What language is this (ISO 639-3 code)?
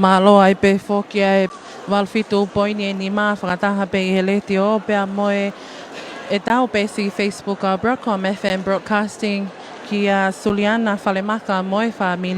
ton